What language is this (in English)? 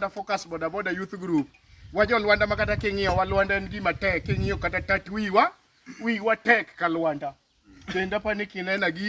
Luo (Kenya and Tanzania)